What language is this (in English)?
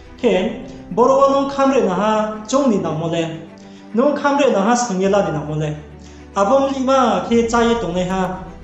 Riang (India)